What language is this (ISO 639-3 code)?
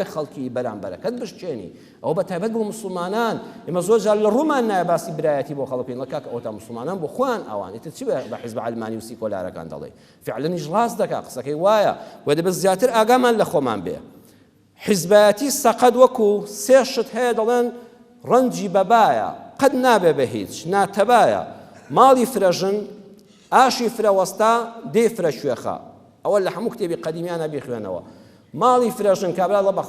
ckb